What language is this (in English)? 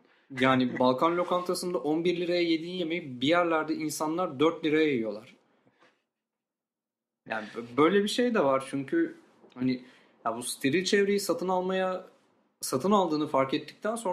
Turkish